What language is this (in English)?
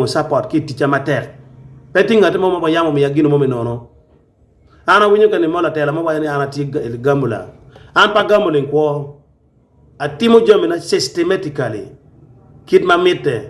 Acoli